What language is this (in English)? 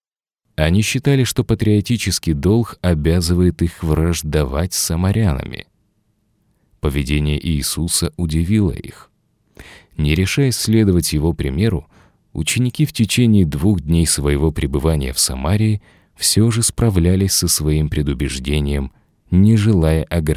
Russian